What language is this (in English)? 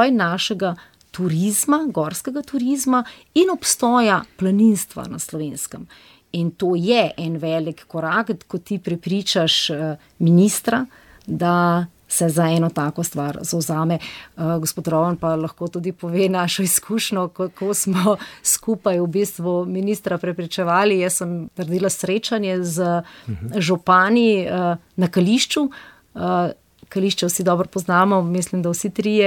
Slovenian